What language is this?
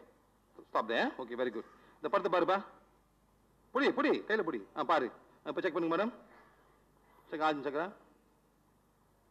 Tamil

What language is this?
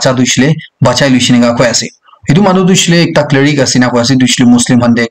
Naga Pidgin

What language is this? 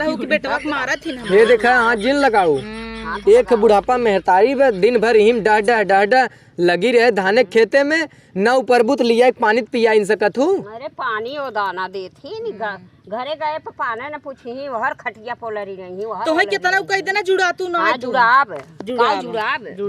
Awadhi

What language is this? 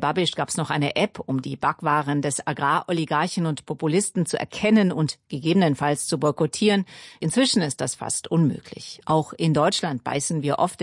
German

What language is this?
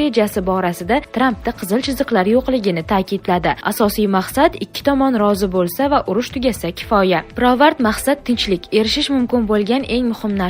Uzbek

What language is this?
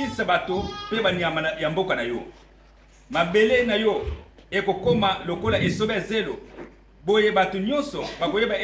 Lingala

